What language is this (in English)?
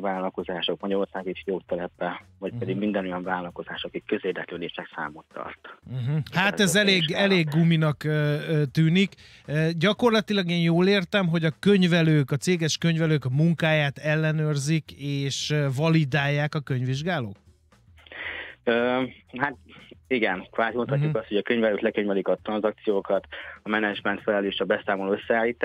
Hungarian